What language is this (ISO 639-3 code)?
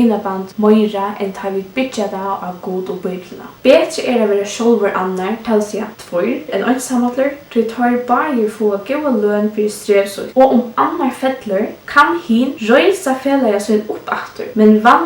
fao